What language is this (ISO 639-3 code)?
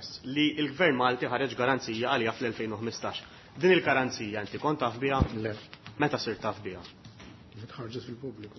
mlt